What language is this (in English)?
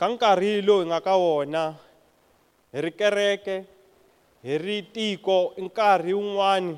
Tsonga